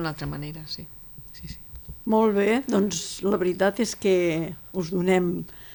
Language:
Catalan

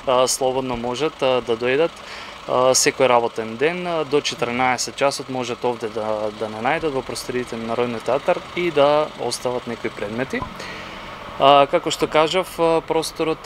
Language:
Macedonian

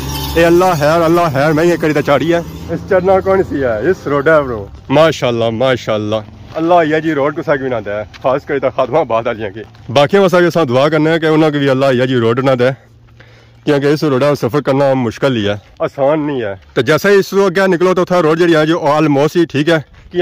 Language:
Pahari-Potwari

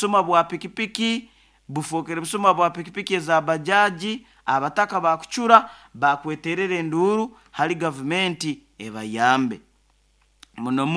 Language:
Nyoro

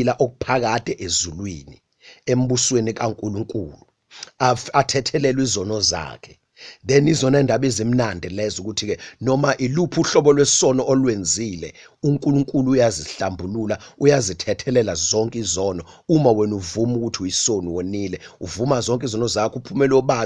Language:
Zulu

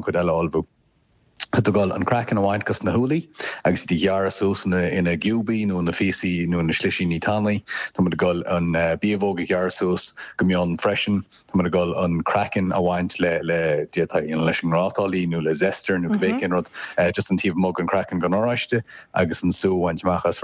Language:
Irish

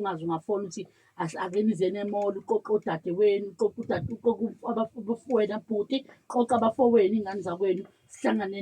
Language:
Zulu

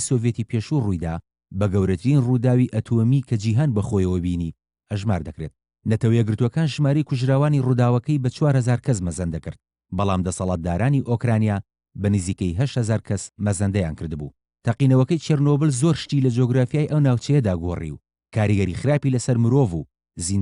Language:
Central Kurdish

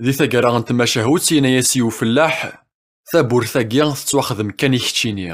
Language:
Kabyle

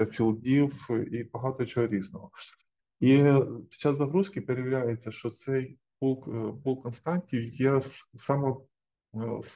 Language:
Ukrainian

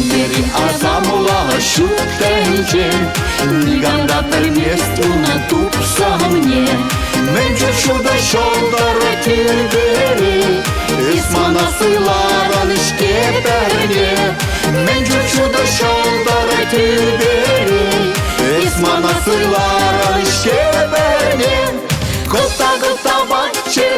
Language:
Chuvash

